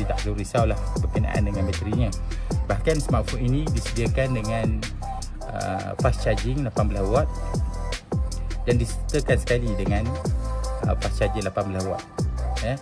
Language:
Malay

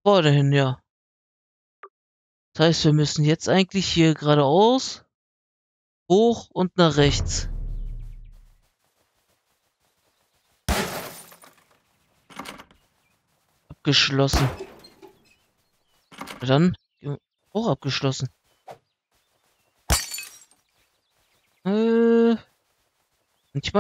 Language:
German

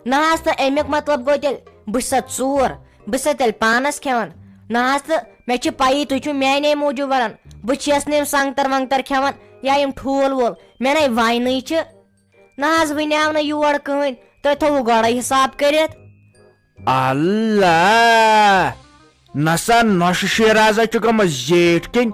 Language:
Kashmiri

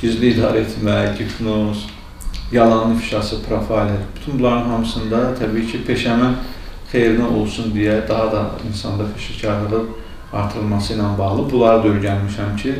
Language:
Azerbaijani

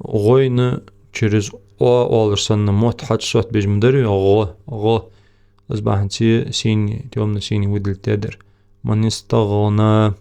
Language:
Ingush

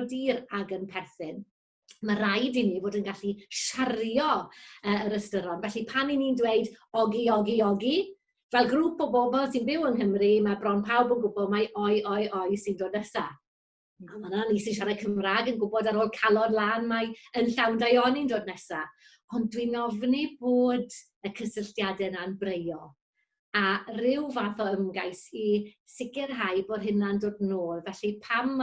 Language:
Welsh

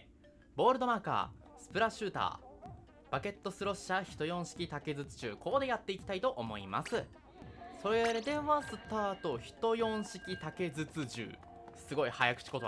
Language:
Japanese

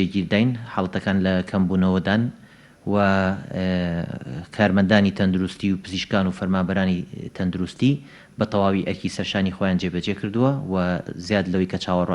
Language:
Central Kurdish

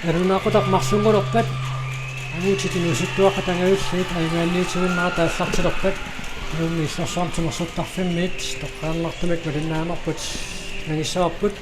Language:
Kalaallisut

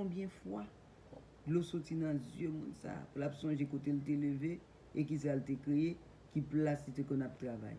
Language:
Haitian Creole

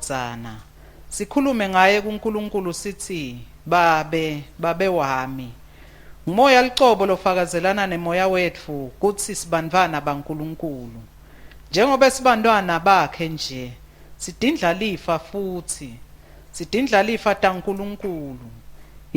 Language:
Swati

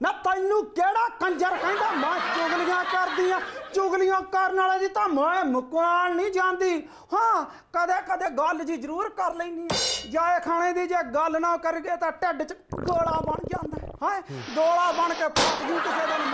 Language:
Punjabi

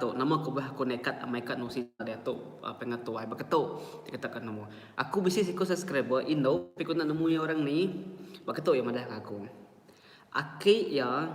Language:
Iban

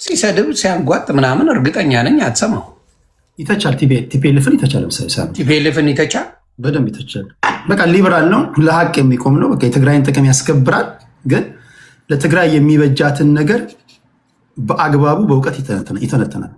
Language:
Amharic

